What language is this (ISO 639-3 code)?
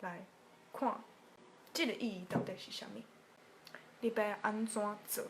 nan